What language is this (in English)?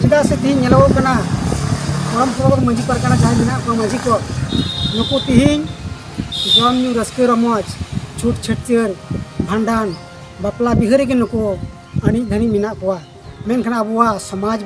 Santali